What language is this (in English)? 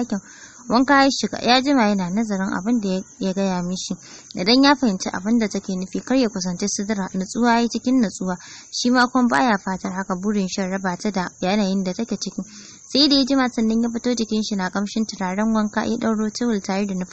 Hausa